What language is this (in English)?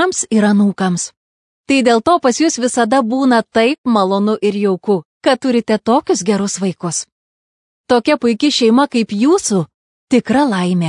Lithuanian